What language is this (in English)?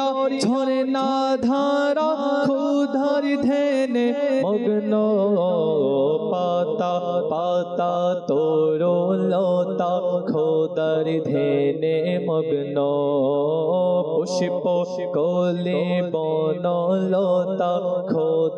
Bangla